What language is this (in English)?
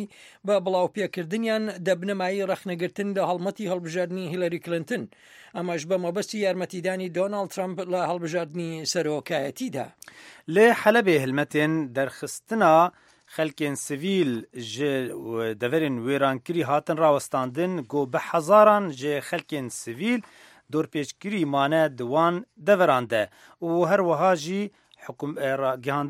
Central Kurdish